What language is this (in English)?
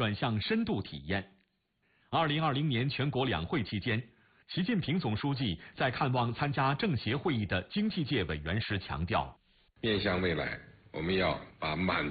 Chinese